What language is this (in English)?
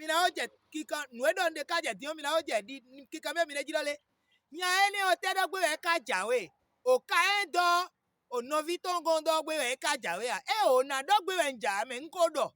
Fon